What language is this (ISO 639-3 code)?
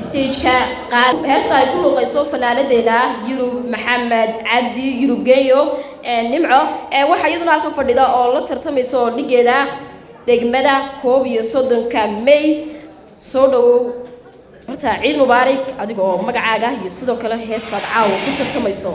som